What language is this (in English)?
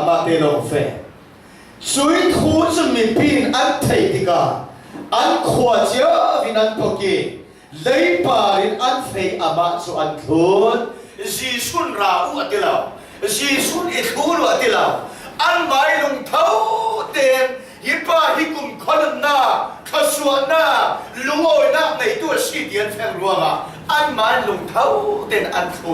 Falam Chin